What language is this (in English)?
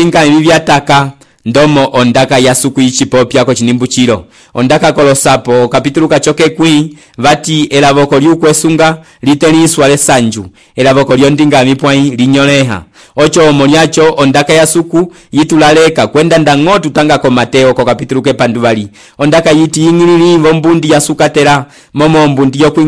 Umbundu